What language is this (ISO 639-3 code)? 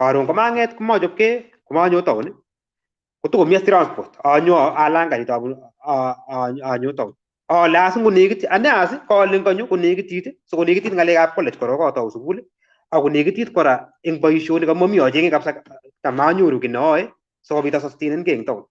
kln